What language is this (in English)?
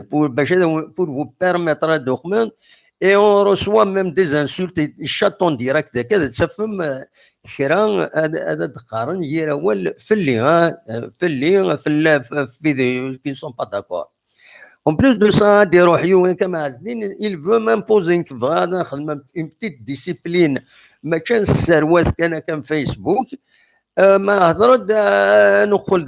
Kabyle